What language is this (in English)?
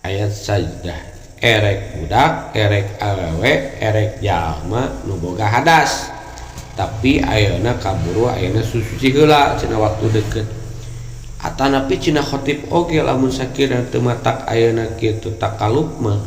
Sundanese